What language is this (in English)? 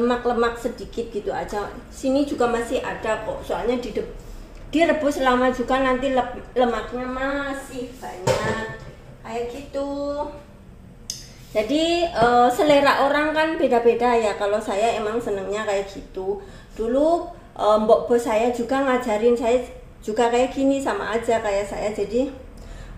Indonesian